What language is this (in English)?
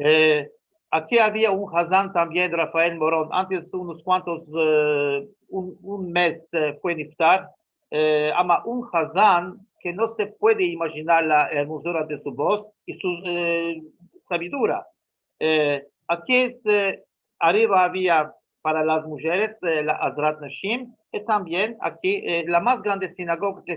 Ladino